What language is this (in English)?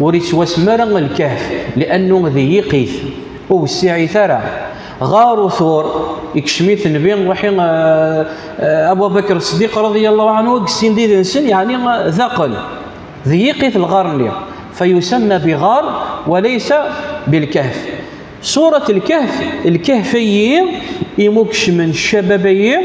Kabyle